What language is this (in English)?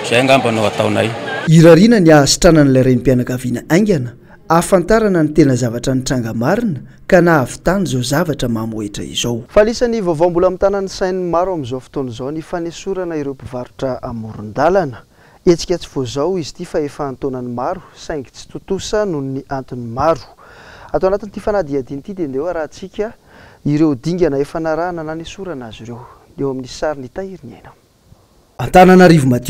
Malagasy